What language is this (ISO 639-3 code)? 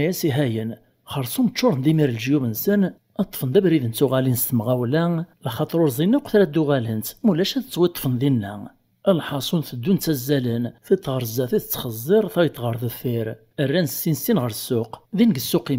kab